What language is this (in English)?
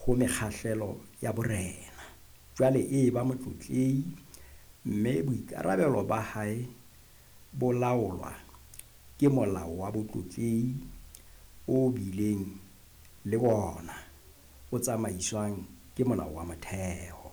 Southern Sotho